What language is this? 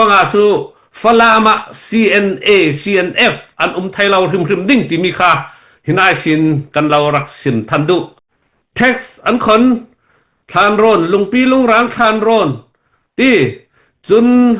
Hakha Chin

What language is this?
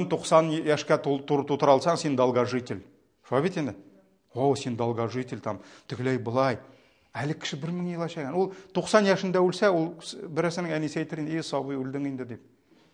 Tatar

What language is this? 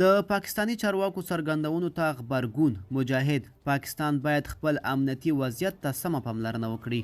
Pashto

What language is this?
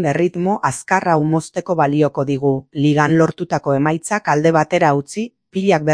Basque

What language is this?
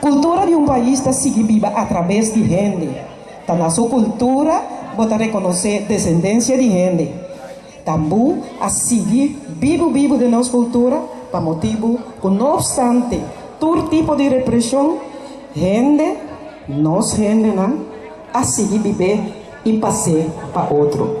Papiamento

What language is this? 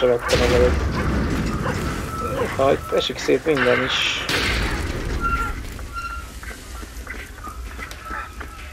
Hungarian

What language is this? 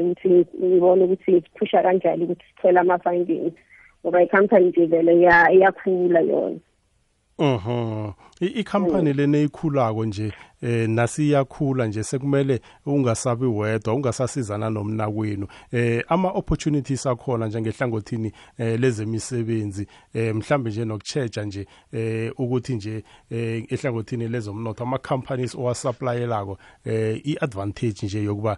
South Ndebele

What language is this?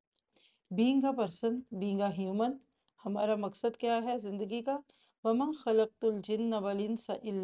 Urdu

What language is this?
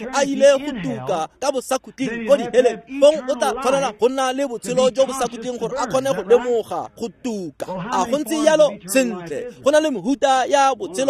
Tswana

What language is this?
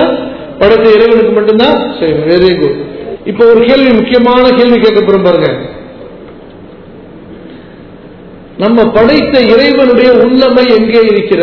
Tamil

